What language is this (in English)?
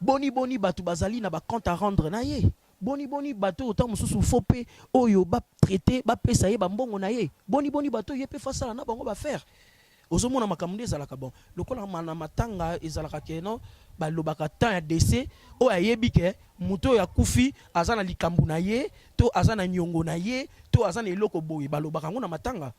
Lingala